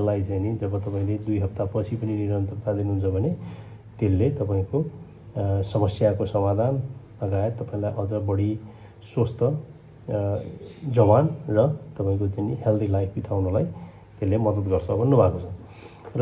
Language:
Nepali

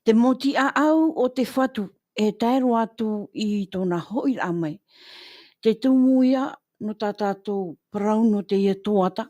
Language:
Tahitian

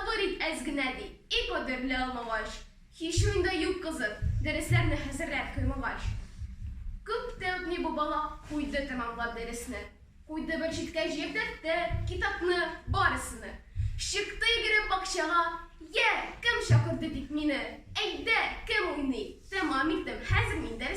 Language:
Tatar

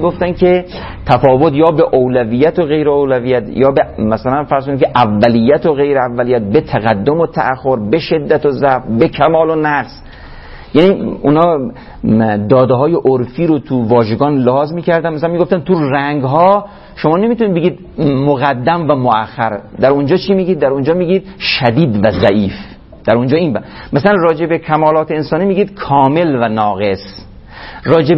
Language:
Persian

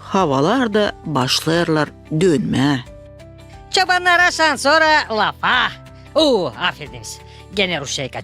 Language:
Gagauz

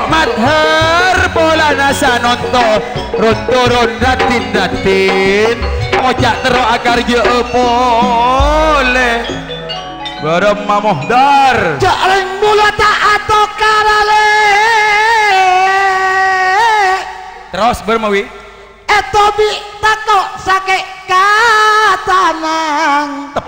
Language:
Madurese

